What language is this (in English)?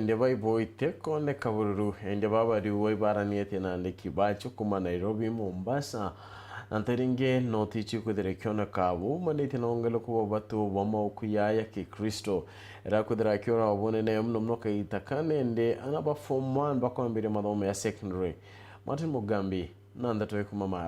Meru